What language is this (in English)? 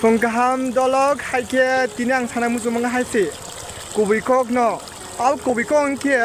Kok Borok